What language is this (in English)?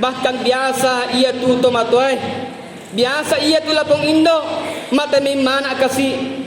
Buginese